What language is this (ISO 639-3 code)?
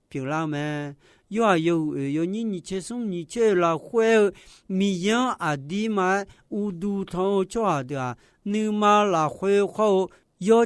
ahk